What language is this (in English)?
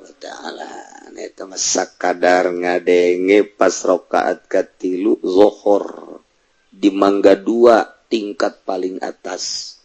Sundanese